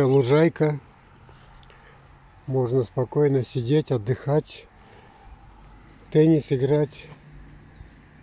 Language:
Russian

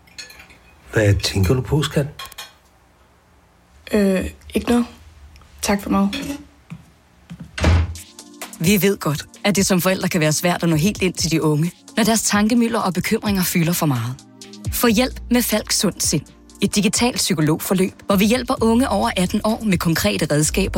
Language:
Danish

